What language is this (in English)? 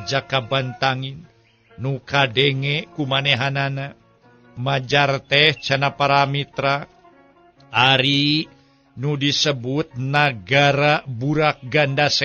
Sundanese